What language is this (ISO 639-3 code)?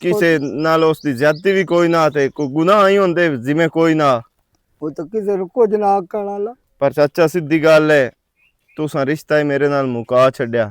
lah